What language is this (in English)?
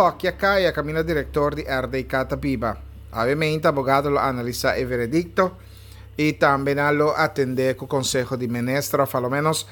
Papiamento